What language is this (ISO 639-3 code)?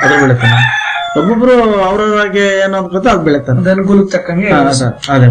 kan